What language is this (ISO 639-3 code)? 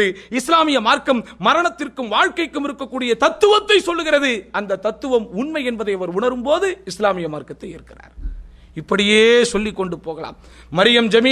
tam